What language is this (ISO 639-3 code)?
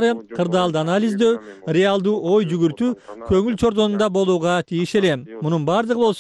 kir